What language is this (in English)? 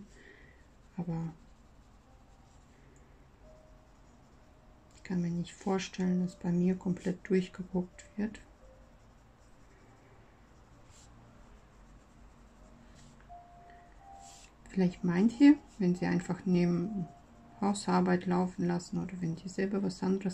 German